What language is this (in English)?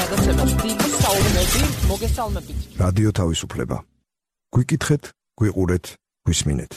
Georgian